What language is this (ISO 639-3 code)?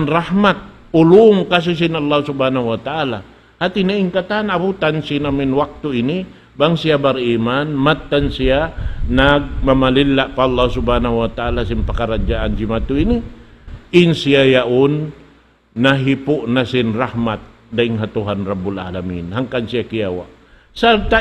tsg